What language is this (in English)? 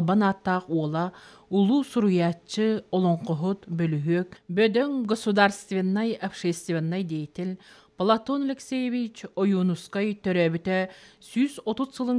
Yakut